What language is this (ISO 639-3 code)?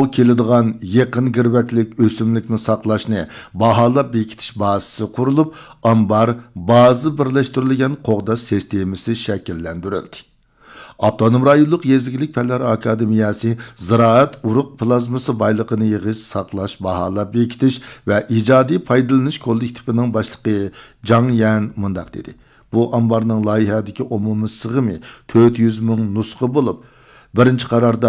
uig